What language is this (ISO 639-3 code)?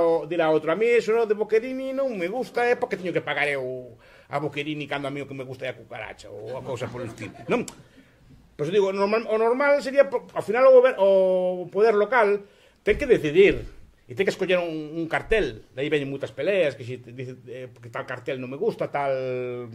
glg